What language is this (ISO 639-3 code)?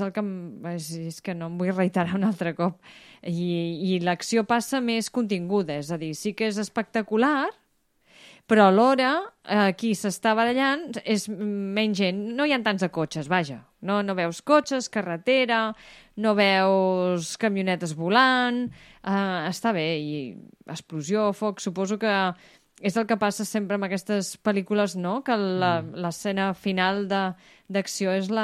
cat